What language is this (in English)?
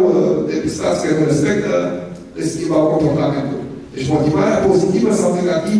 Romanian